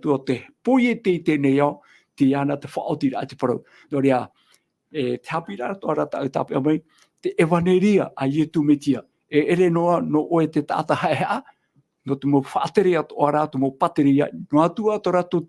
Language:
Tahitian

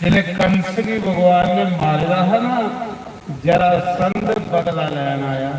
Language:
Dogri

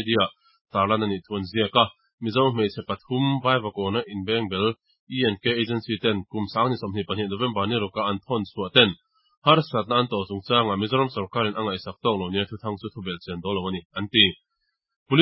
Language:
Mizo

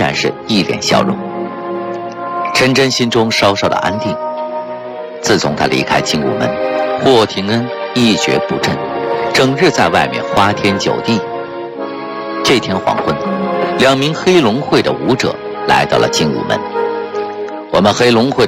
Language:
Chinese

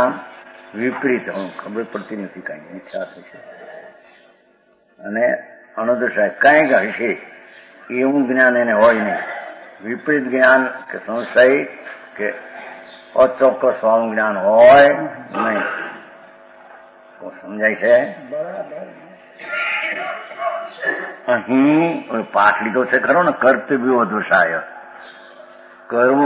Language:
Gujarati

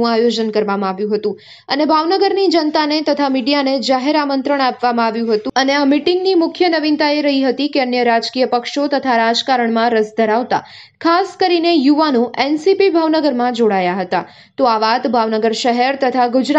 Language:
Gujarati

